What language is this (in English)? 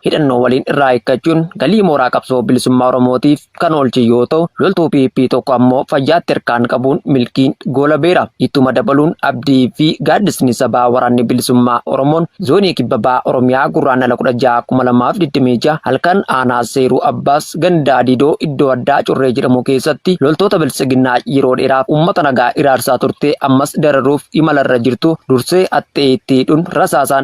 Oromo